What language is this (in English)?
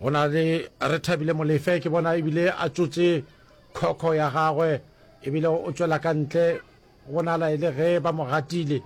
Northern Sotho